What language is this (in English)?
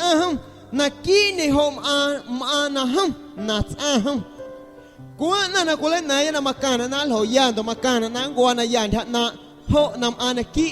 Guerrero Amuzgo